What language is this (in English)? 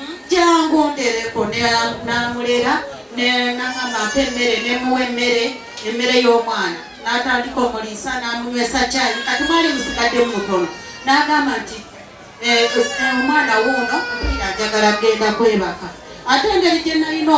Ganda